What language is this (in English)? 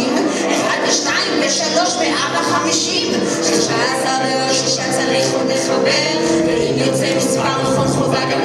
Hebrew